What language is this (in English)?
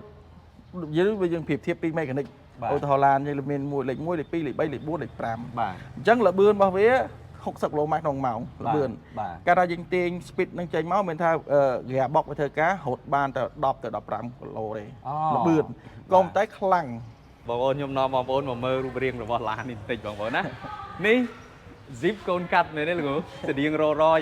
Khmer